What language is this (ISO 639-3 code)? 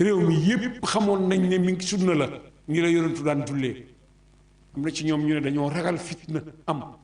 wol